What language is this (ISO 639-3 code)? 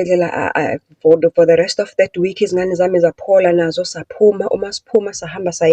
zul